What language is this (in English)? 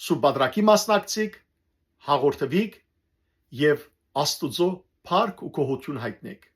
Western Armenian